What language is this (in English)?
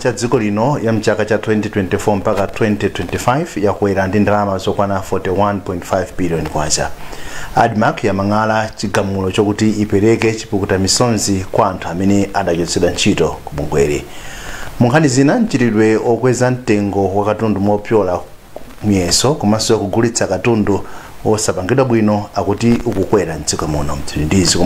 Nyanja